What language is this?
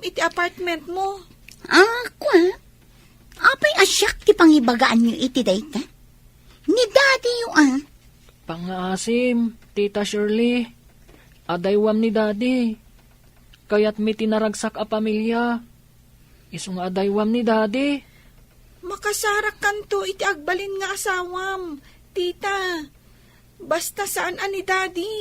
Iloko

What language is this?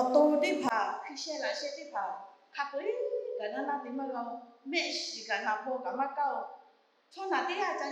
Lahu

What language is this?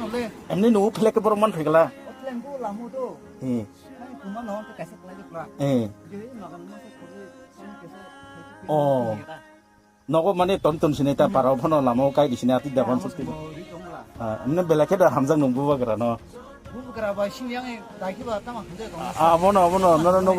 Kok Borok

